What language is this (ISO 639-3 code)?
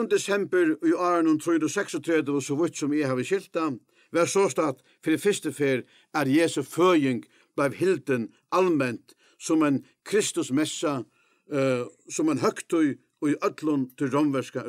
fao